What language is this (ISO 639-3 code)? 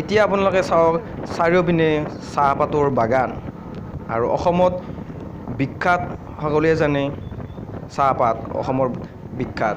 asm